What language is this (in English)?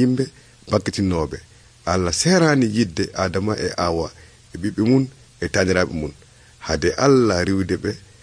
Nigerian Fulfulde